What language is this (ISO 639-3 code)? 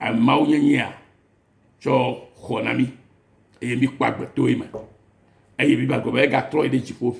ewe